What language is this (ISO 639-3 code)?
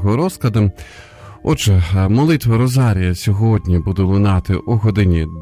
ukr